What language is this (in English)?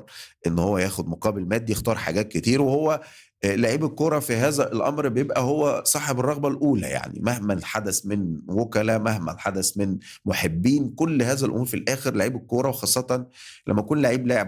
Egyptian Arabic